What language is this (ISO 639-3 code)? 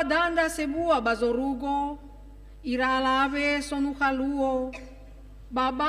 nia